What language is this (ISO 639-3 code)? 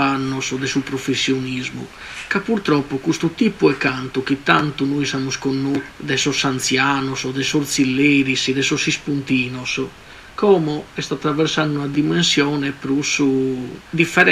srd